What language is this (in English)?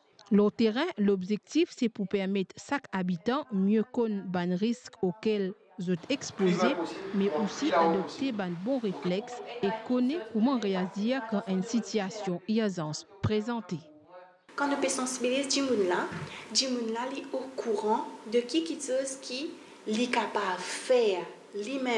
Morisyen